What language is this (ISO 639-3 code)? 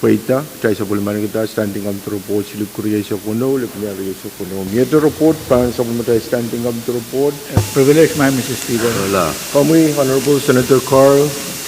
pon